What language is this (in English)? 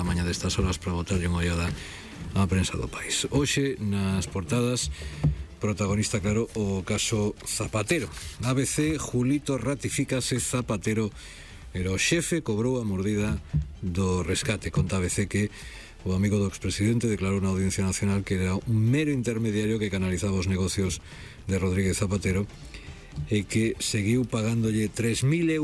Galician